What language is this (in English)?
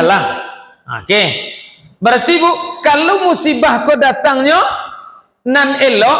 Minangkabau